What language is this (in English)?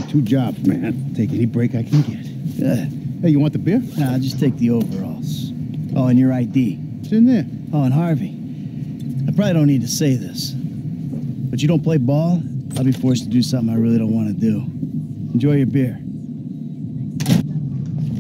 English